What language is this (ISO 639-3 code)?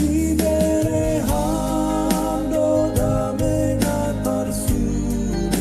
bts